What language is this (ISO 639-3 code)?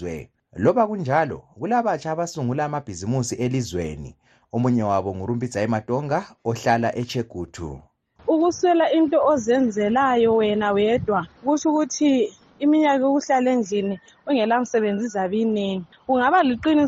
nde